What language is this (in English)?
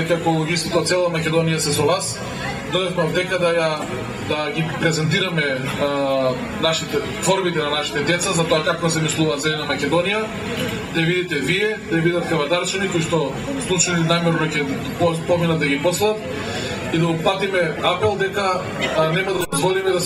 Macedonian